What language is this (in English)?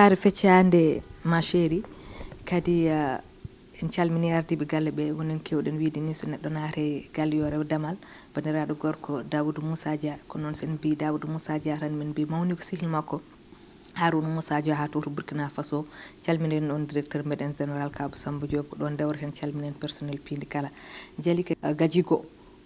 Fula